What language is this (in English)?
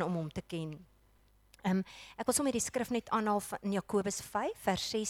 Afrikaans